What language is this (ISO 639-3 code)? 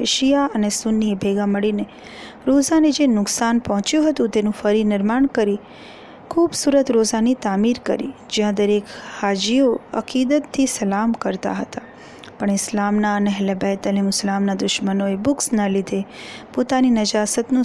guj